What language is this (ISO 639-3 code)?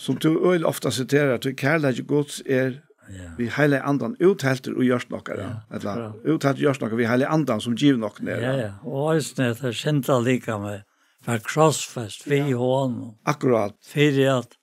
fao